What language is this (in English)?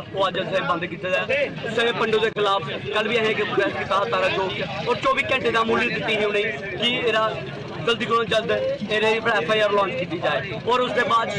Dogri